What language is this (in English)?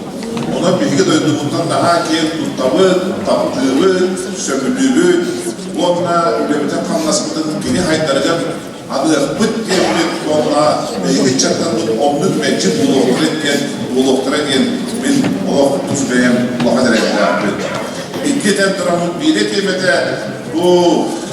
Yakut